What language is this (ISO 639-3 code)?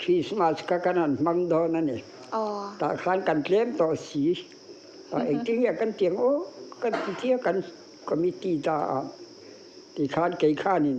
lus